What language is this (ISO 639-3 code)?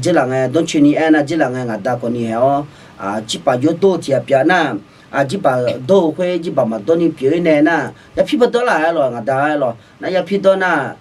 ahk